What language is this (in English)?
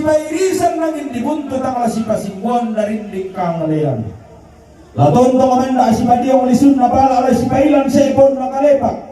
Toraja-Sa'dan